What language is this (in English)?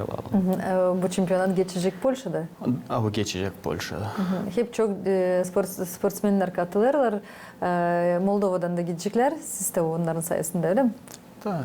Gagauz